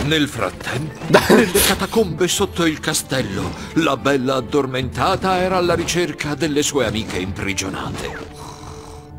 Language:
Italian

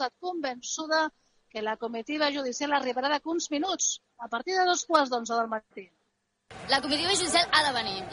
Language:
Catalan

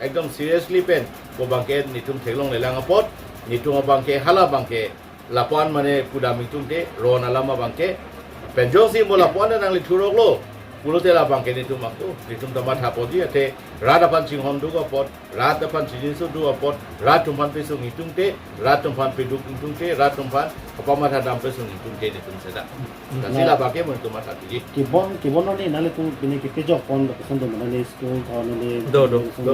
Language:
Karbi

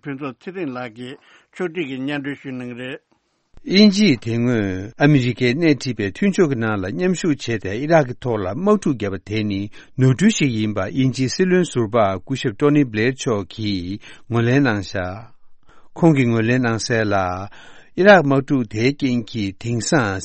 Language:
Tibetan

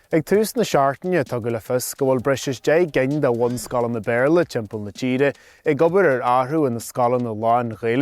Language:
Irish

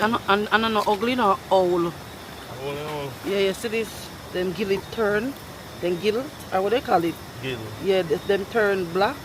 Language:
Jamaican Creole English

